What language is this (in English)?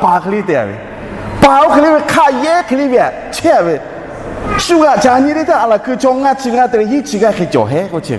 Lahu